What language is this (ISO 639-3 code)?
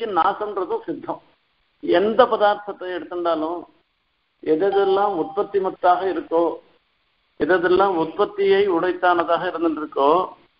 tam